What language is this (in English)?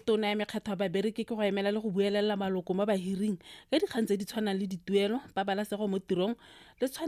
Tswana